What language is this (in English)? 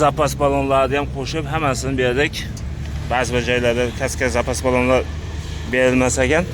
Uzbek